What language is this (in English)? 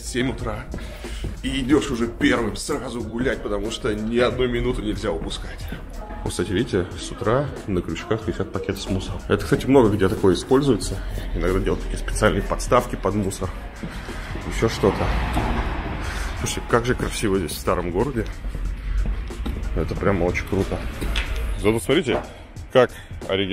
Russian